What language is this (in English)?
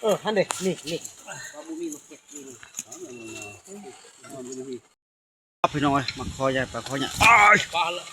Northeastern Thai